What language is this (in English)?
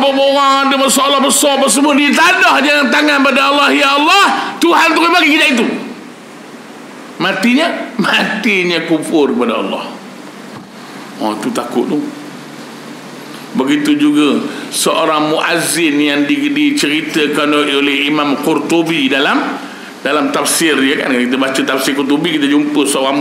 Malay